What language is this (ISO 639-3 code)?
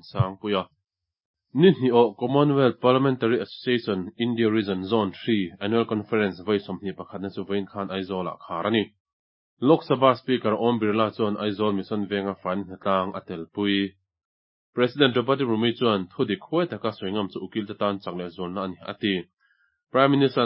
lus